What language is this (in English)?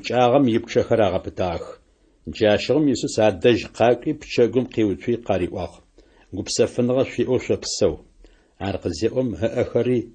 Adyghe